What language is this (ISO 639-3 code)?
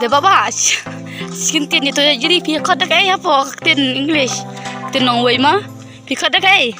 kha